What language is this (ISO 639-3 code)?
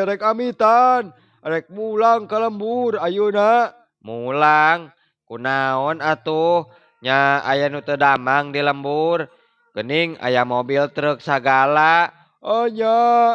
sun